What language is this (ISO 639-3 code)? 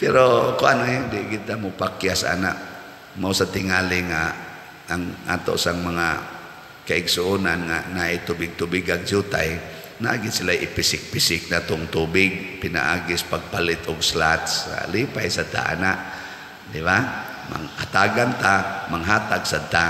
ceb